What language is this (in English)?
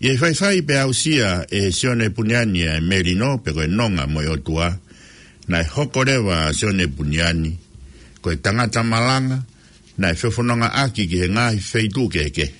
Tongan